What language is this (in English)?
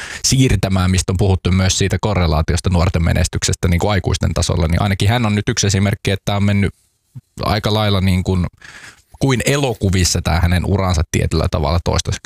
Finnish